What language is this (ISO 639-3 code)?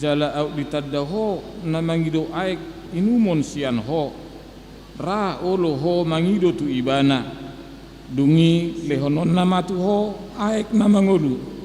bbc